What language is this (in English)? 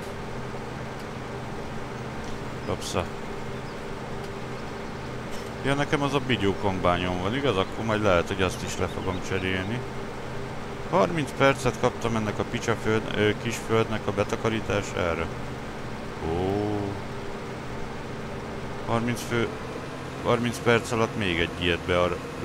Hungarian